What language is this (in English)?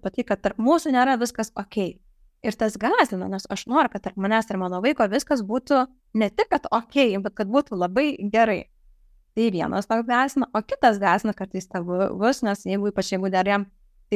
Lithuanian